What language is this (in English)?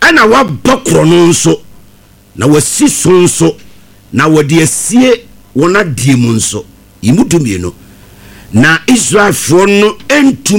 Akan